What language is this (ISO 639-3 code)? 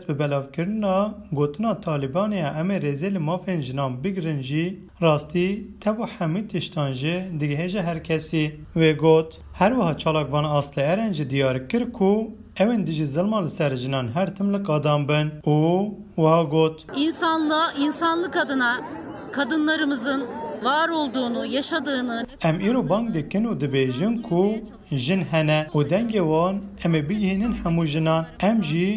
kur